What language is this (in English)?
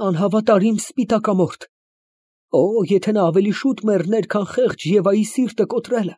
Armenian